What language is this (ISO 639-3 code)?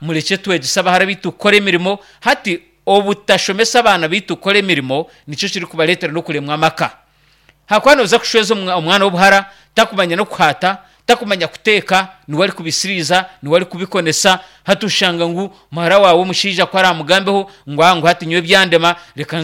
nyn